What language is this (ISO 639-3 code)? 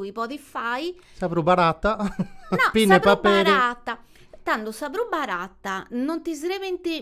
srd